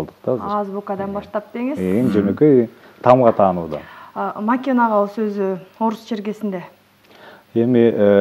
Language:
Kyrgyz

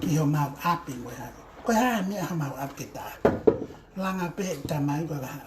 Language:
Tongan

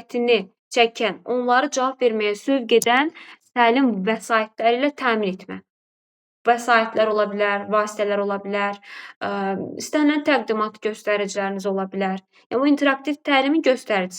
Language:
Azerbaijani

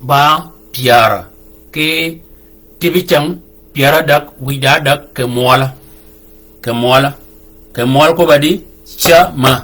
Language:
Shilluk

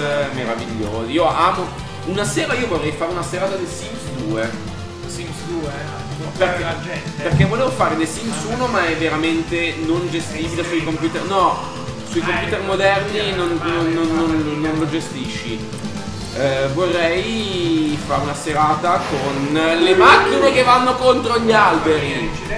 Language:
Italian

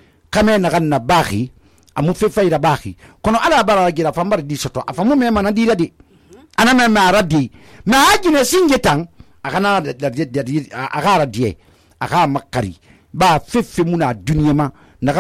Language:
Susu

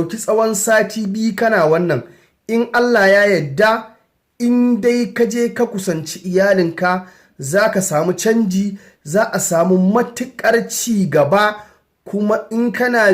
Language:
Hausa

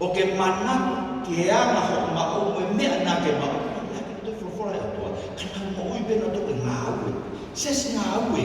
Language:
Tongan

